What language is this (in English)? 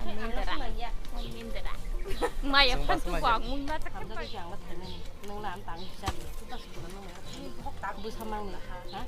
Kok Borok